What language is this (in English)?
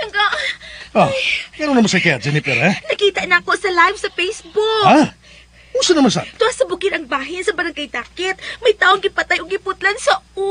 Cebuano